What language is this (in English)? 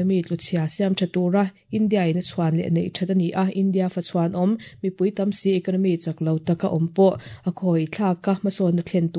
Mizo